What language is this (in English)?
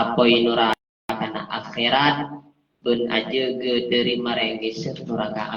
Madurese